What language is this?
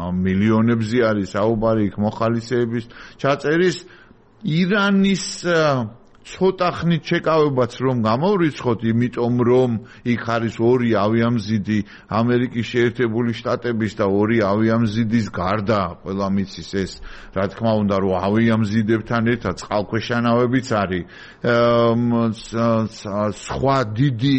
Georgian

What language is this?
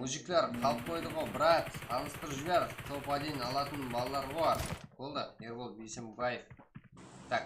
Kara-Kalpak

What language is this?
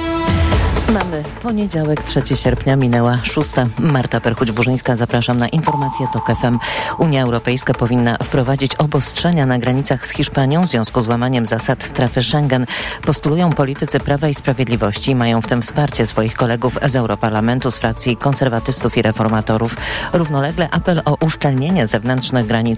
Polish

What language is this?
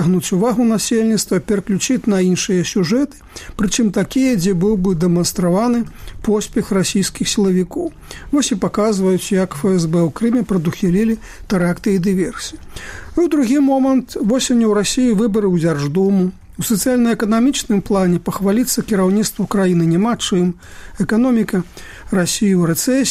Belarusian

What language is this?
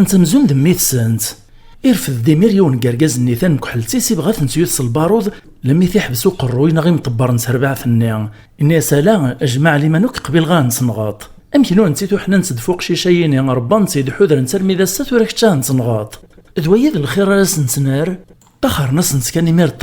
Kabyle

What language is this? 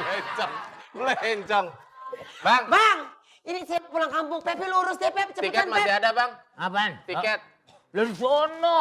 Betawi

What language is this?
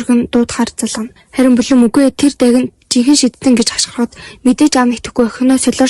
Mongolian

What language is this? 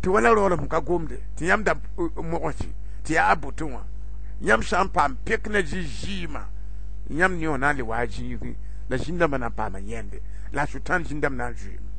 Mossi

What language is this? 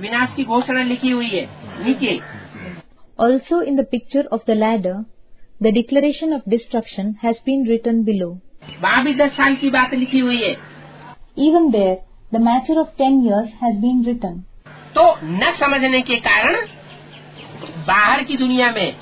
Hindi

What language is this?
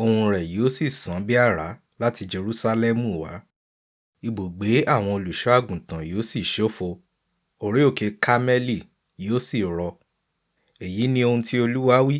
Yoruba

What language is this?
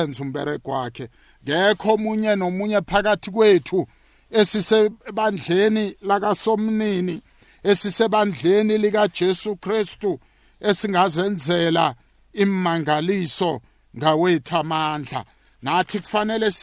South Ndebele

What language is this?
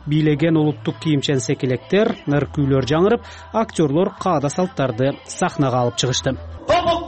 Kyrgyz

